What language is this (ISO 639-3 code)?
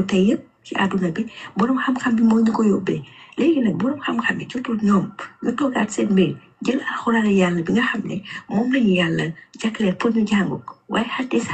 wol